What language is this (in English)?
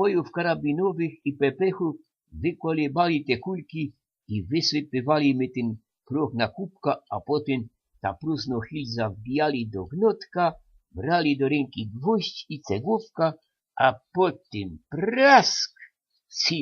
Silesian